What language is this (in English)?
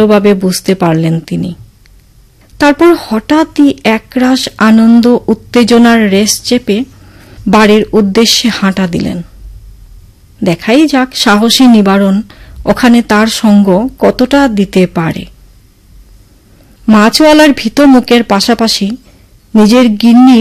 Bangla